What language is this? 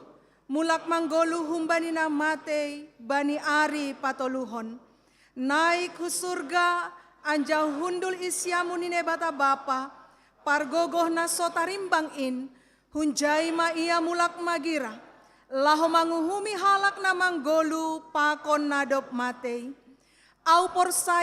Batak Simalungun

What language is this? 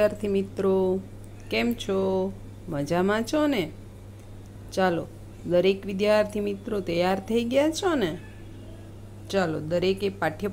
Gujarati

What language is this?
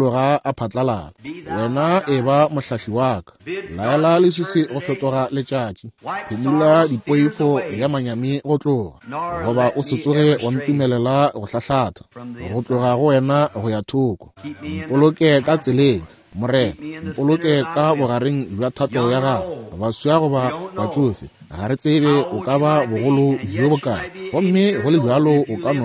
Northern Sotho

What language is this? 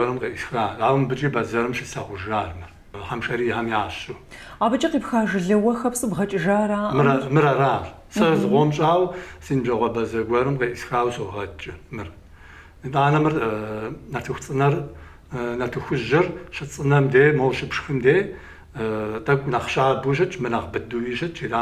Kabardian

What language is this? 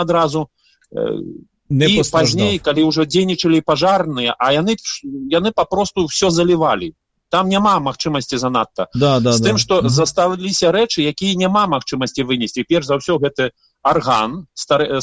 Belarusian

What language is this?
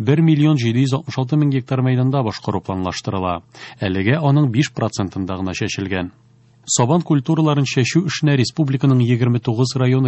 Tatar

